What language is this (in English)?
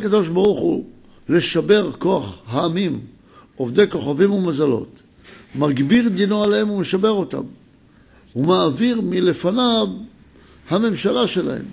Hebrew